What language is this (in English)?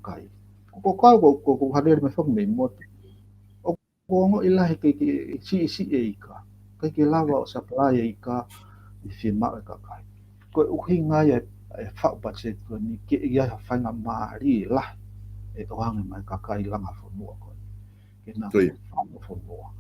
Tongan